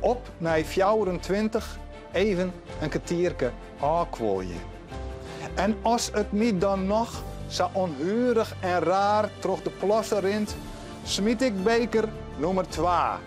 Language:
Western Frisian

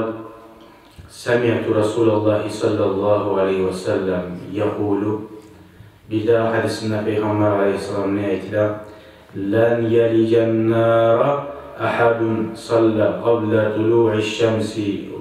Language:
Kumyk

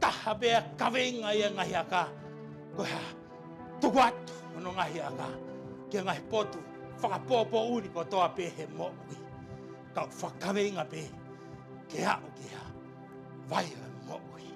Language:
Tongan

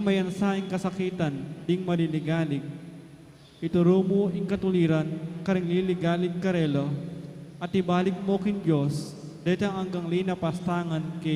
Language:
Pampanga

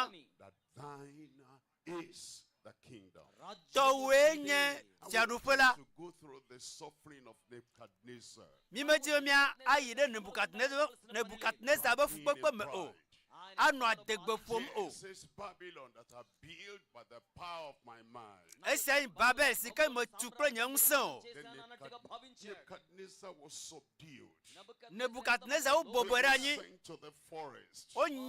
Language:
Ewe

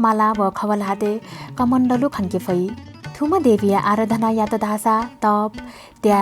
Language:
Newari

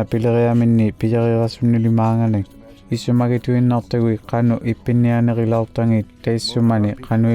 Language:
Inuktitut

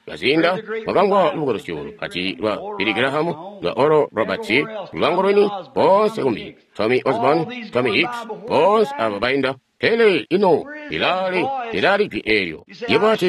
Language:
Tonga (Zambia)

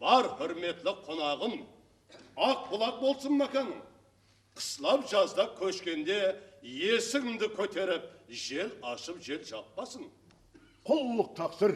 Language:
Kara-Kalpak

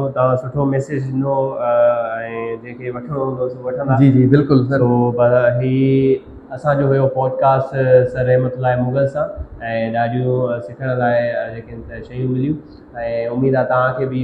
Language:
Sindhi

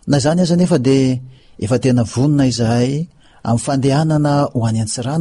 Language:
Malagasy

